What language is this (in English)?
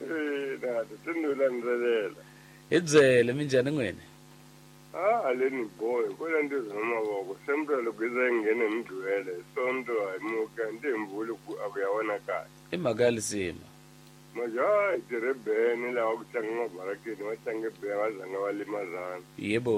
Tsonga